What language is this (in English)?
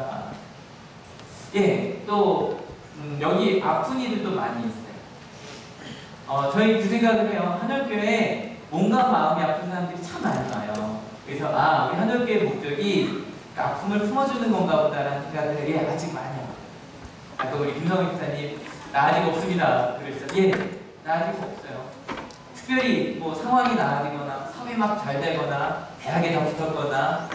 Korean